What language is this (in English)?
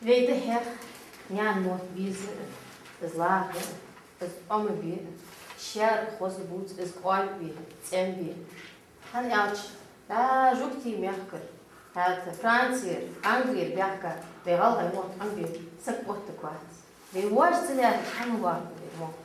Ingush